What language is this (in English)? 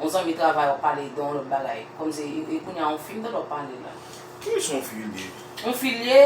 Haitian Creole